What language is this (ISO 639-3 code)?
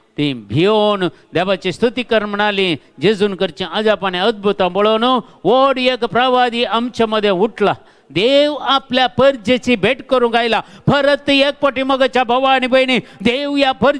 kok